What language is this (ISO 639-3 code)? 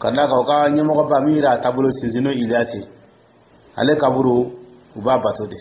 dyu